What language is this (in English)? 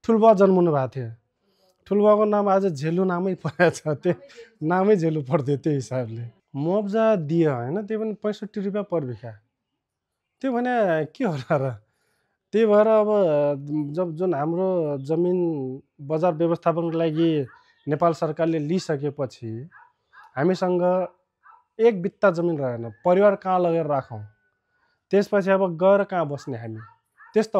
Nepali